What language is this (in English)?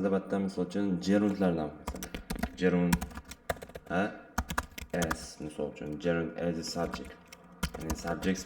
Uzbek